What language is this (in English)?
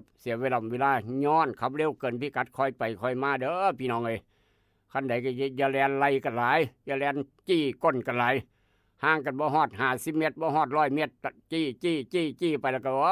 Northeastern Thai